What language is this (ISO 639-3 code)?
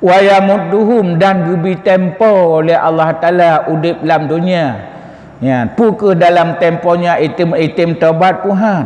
ace